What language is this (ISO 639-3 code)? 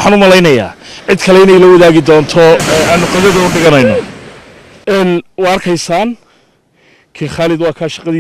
som